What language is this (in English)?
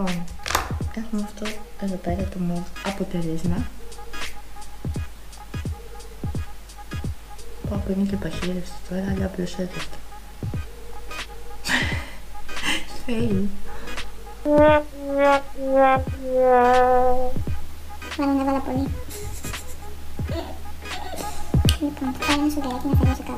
Greek